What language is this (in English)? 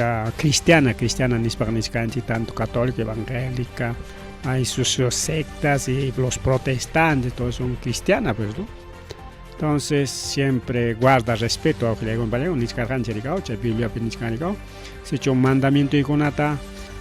Ayacucho Quechua